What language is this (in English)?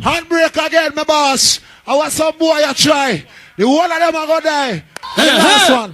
Jamaican Creole English